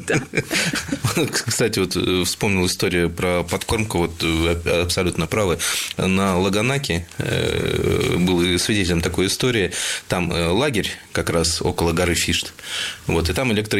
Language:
Russian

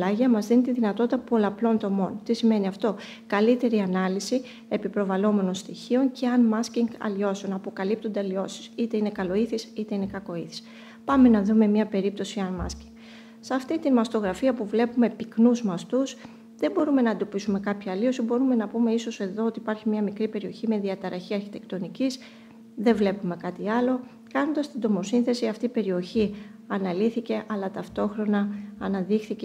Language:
Greek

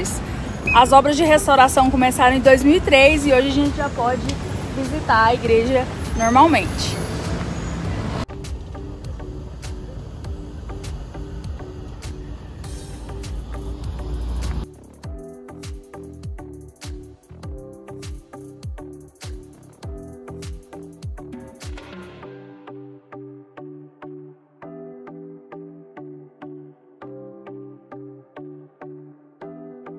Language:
Portuguese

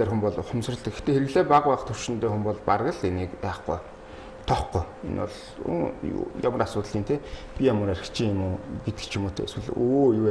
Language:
Mongolian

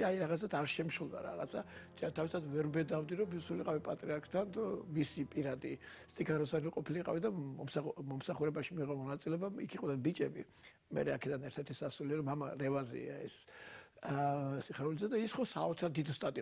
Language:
Georgian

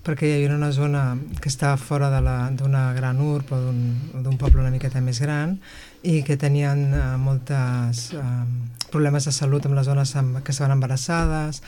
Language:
Catalan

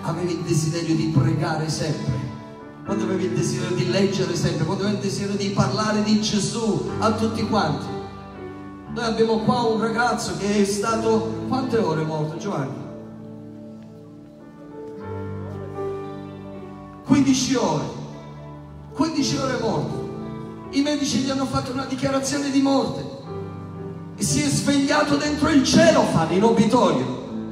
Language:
Italian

